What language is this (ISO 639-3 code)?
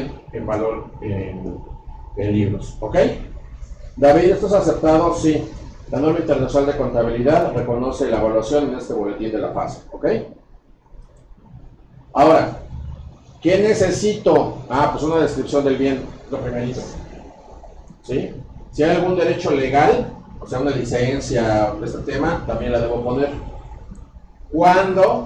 spa